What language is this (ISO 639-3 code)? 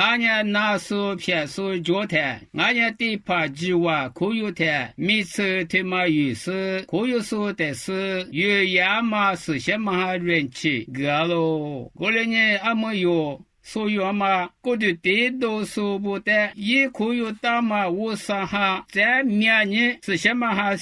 lis